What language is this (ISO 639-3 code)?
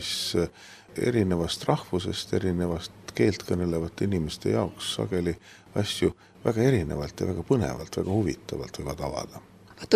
est